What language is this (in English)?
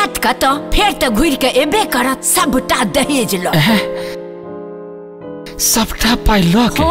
Maithili